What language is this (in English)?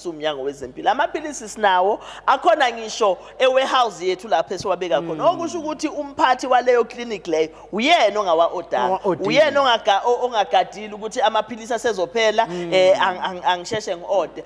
Zulu